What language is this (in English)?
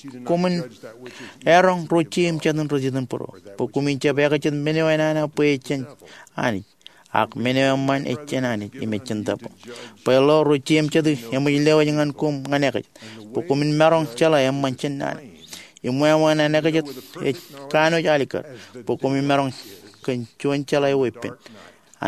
Marshallese